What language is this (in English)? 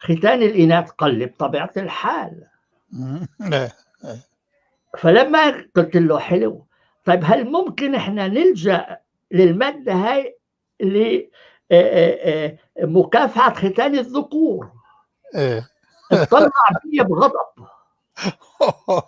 North Levantine Arabic